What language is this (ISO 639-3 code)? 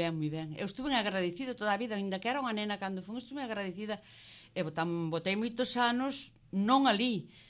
glg